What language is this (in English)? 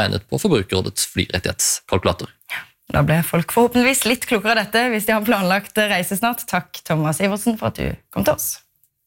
Norwegian